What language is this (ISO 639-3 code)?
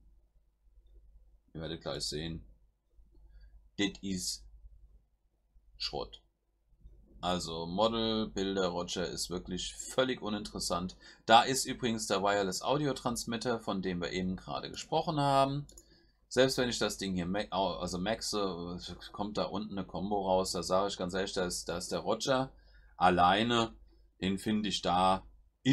deu